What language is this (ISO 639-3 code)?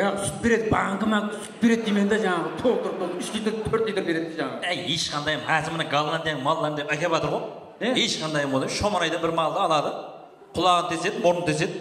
kaa